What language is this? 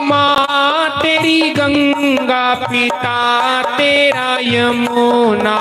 Dogri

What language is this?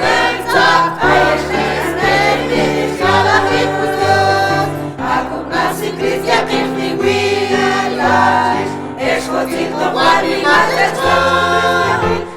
Mam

